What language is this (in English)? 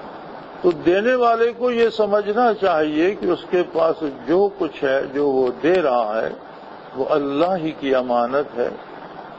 Urdu